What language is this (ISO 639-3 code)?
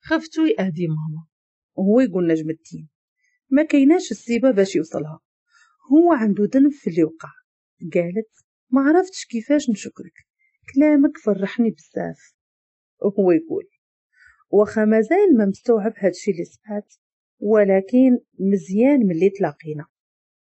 ary